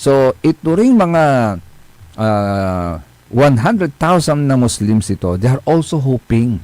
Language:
Pangasinan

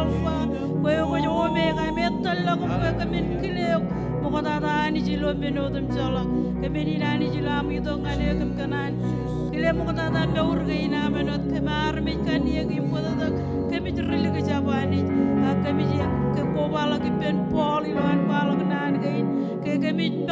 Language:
Marshallese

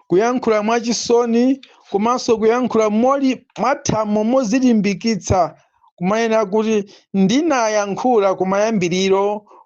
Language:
Nyanja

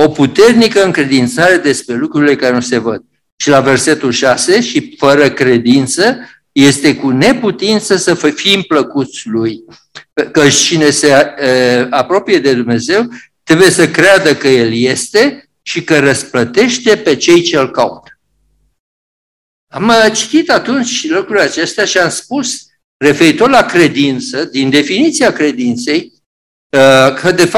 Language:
Romanian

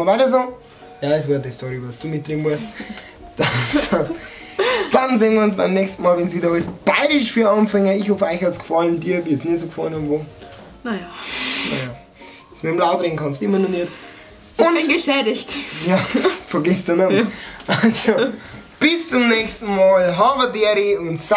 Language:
Bavarian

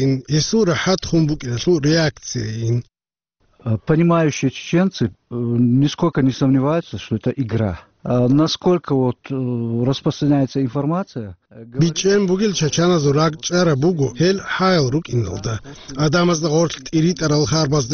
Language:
Avaric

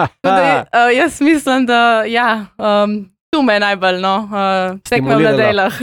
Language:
Slovenian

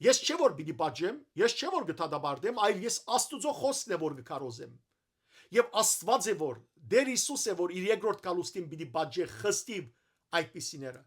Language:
Western Armenian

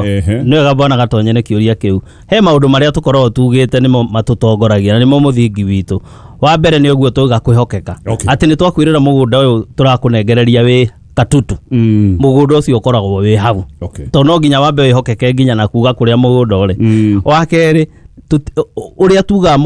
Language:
Kikuyu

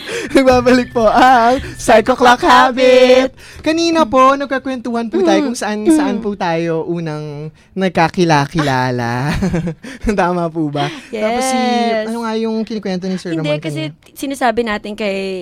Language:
Filipino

